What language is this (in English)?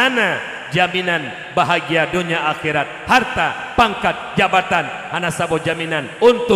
Achinese